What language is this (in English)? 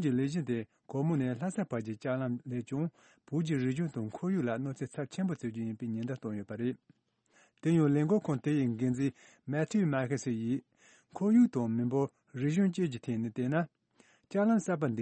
Tibetan